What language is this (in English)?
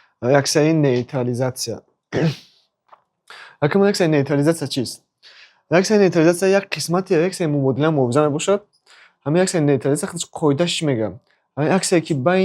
Tajik